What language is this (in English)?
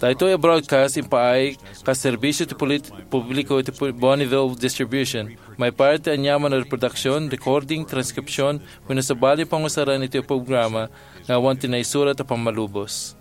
Iloko